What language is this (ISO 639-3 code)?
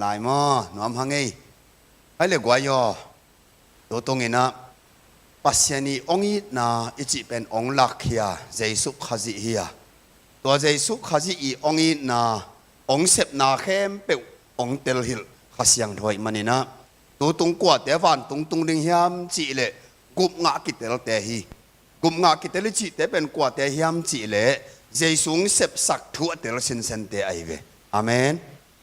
ctd